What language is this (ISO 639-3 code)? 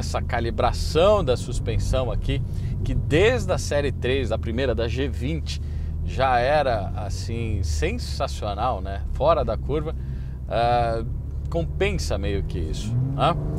por